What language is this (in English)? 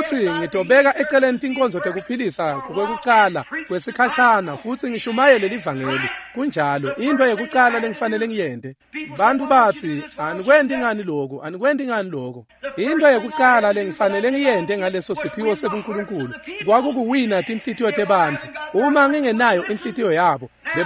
Swati